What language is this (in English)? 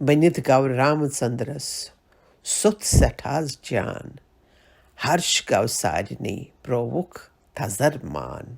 Kashmiri